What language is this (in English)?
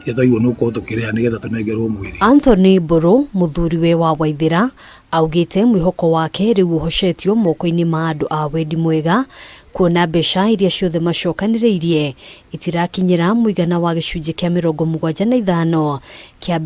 Kikuyu